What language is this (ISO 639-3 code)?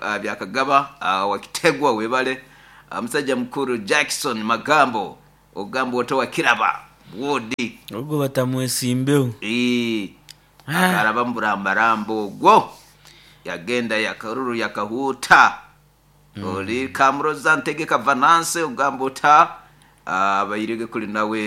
nyo